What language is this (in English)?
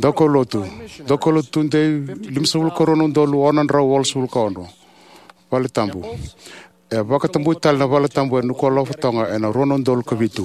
Fijian